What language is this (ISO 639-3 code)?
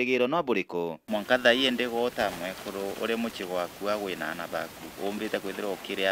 mer